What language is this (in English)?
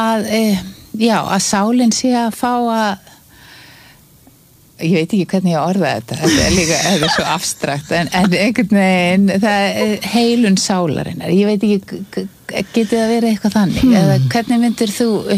Icelandic